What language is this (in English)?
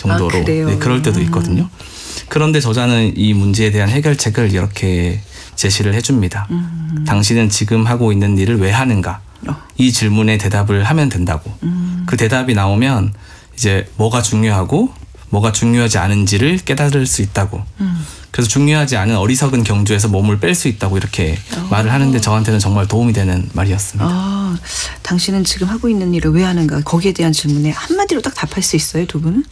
Korean